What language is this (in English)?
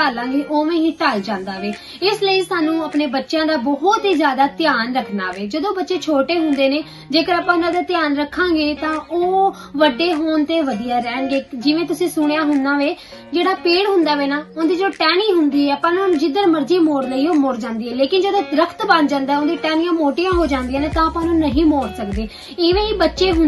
Punjabi